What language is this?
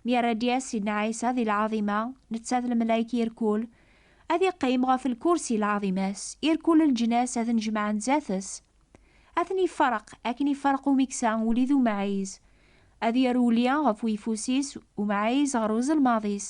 Kabyle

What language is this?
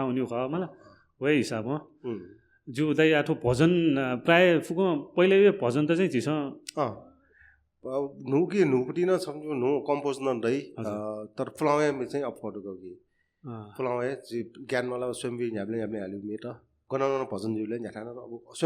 Newari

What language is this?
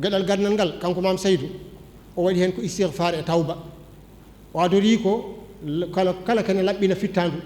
Fula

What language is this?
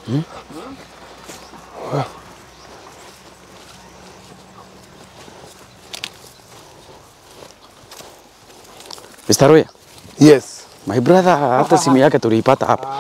Swahili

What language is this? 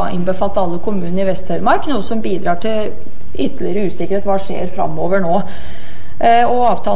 Norwegian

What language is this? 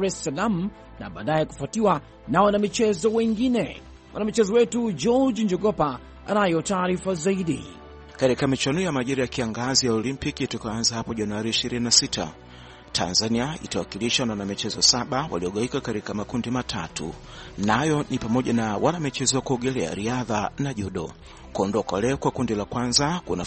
Swahili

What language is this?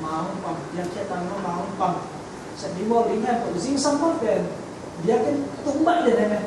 Tedim Chin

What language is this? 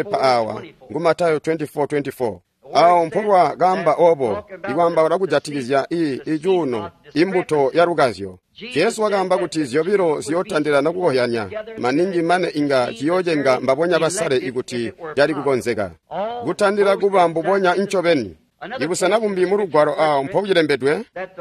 Tonga (Zambia)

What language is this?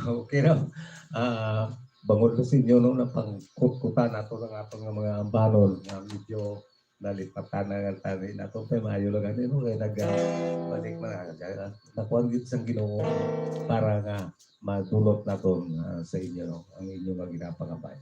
Hiligaynon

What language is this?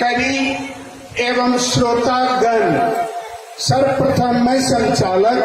Angika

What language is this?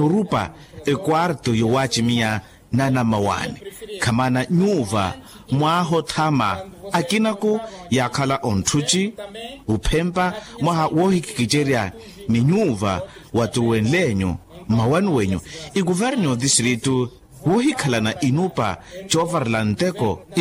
Makhuwa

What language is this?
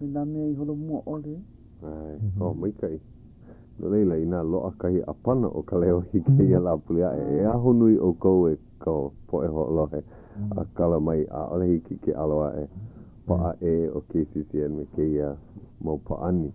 Hawaiian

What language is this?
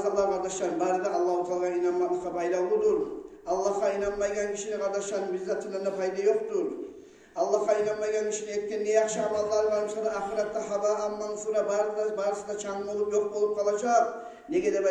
Kumyk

